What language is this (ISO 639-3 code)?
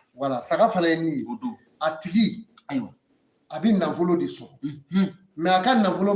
bam